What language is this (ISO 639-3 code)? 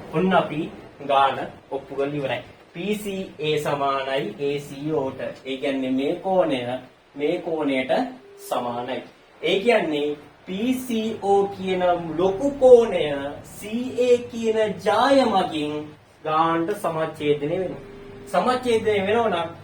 sin